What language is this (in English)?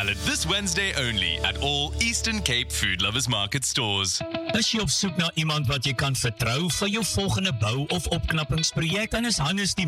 Afrikaans